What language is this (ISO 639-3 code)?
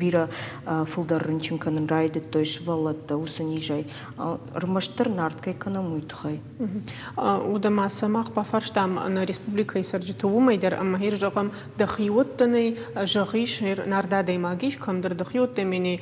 oss